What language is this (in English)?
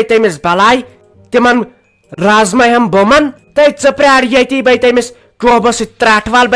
Kashmiri